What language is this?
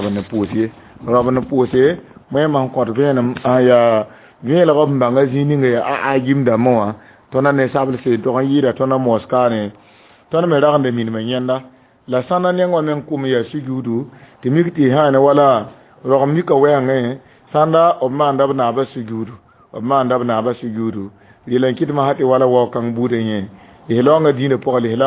Mossi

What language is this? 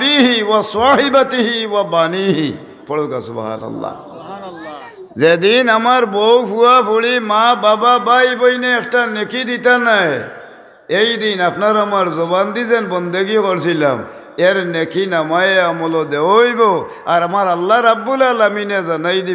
Sylheti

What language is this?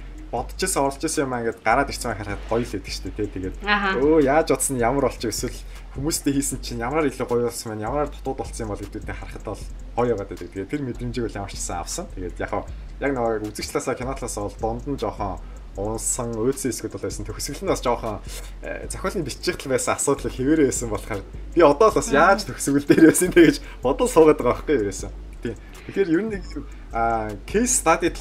Mongolian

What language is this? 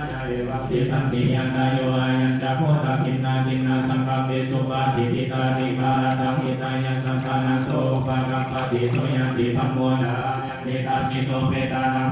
Pali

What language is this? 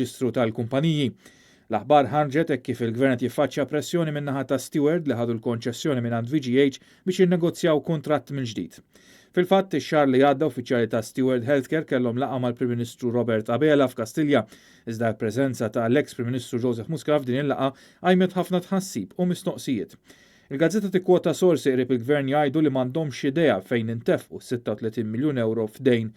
Maltese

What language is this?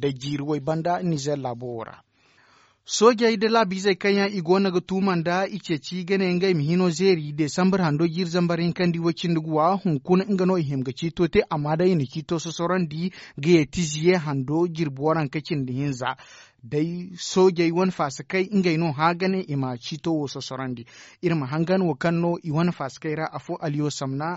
Zarma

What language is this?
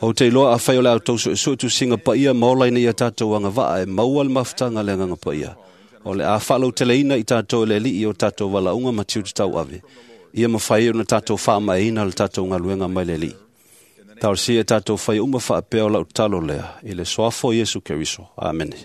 Samoan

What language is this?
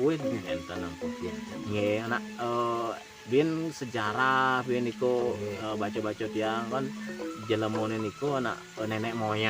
Balinese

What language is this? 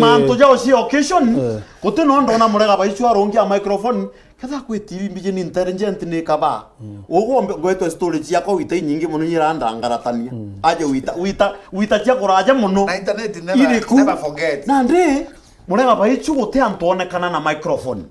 Meru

